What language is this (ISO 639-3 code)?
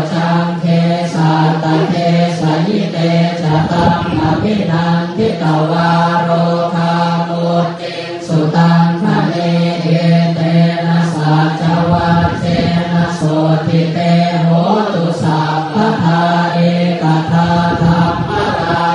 pli